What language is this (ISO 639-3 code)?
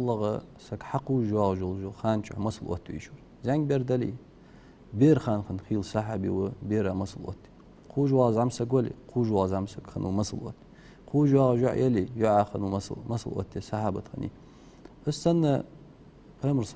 inh